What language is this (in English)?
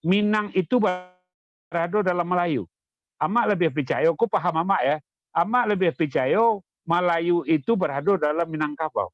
Minangkabau